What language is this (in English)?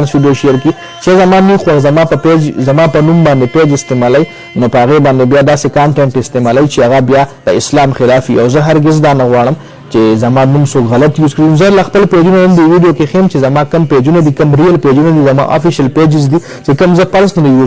Pashto